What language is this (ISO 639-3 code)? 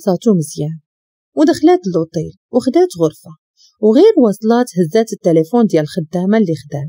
ary